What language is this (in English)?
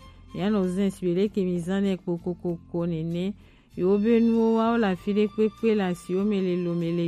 Gen